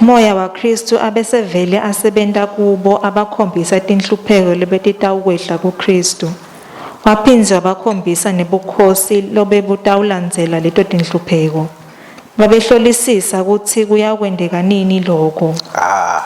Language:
Swati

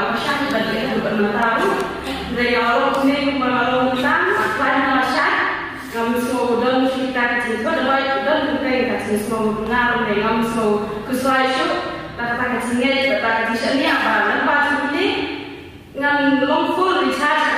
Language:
Khasi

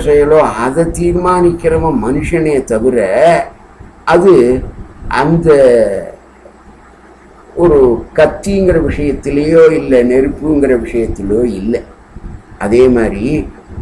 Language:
Tamil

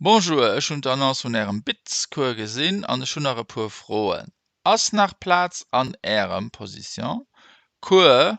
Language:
Luxembourgish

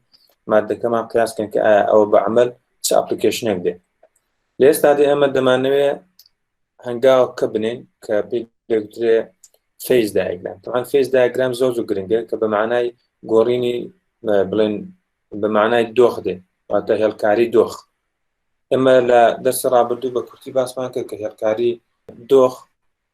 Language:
Central Kurdish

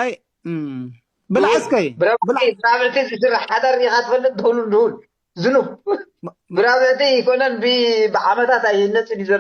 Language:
Tigrinya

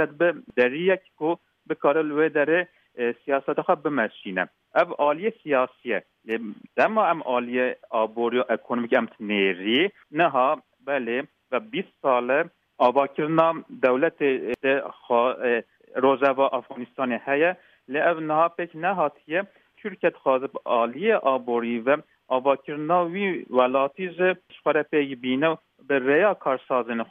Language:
Kurdish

